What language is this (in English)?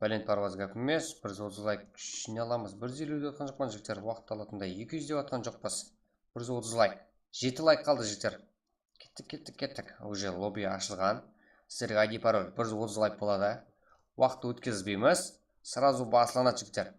Kara-Kalpak